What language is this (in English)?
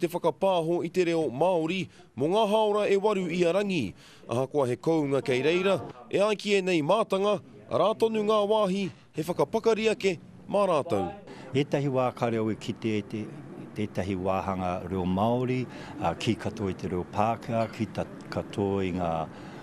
Māori